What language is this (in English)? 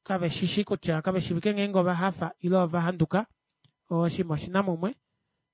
Kuanyama